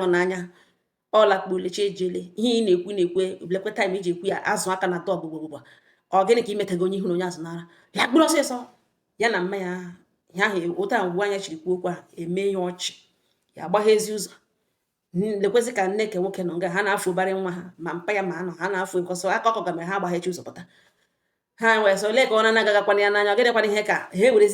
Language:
Igbo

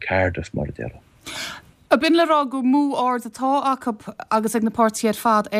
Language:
Irish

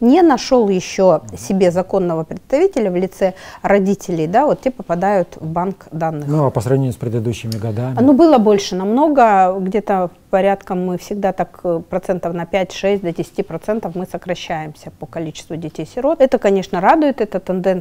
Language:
Russian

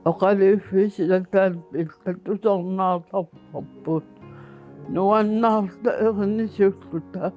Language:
Kalaallisut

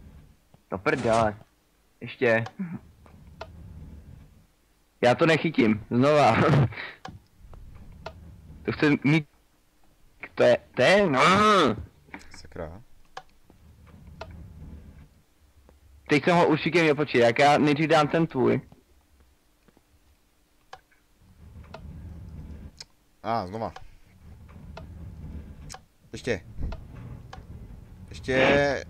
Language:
Czech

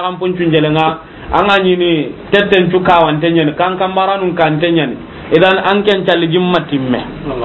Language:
Soninke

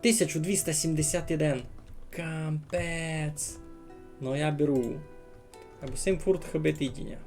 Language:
Rusyn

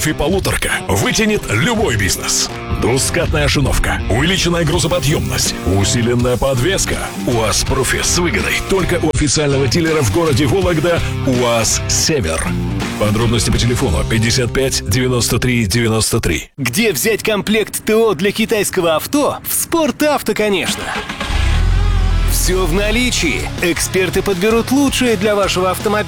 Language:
Russian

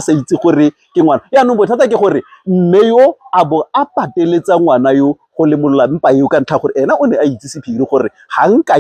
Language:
Tswana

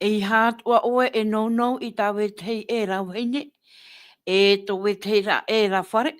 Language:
Tahitian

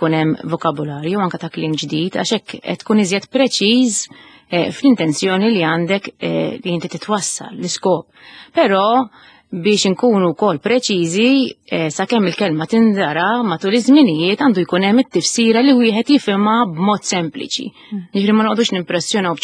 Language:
Maltese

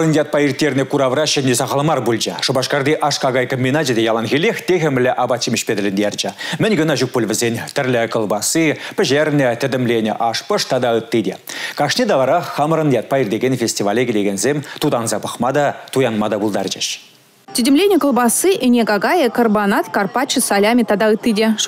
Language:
Chuvash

